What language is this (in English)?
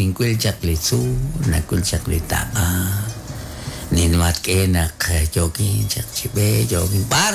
Kekchí